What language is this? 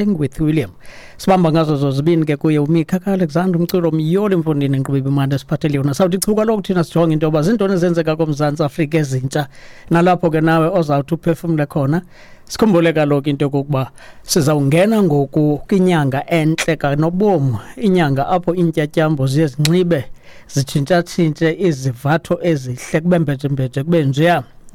Xhosa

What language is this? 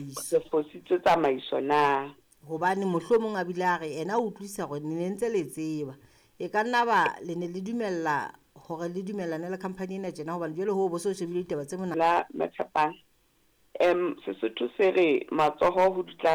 Southern Sotho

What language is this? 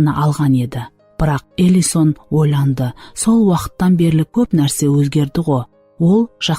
Kara-Kalpak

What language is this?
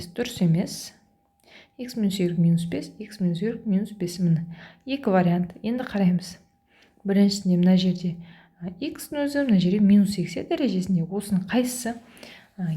Kazakh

